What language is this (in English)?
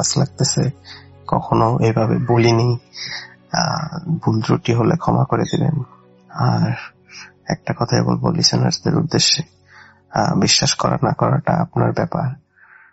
Bangla